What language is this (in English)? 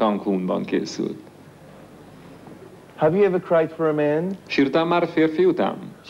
Hungarian